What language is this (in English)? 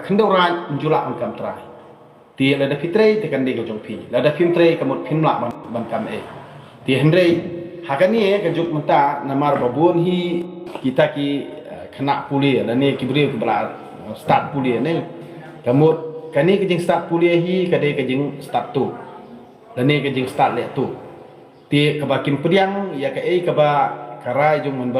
Khasi